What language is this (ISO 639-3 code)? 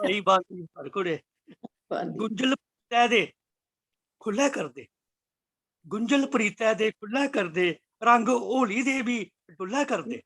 doi